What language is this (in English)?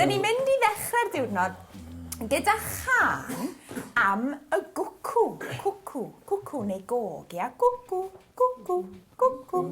Welsh